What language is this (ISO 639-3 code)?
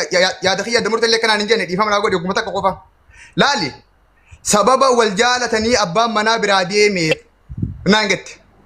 orm